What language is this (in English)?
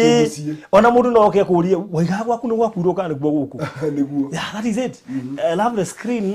Kikuyu